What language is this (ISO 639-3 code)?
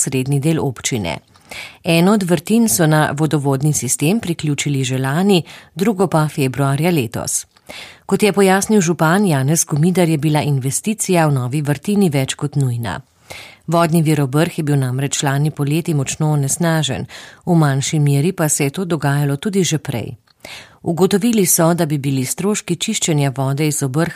slv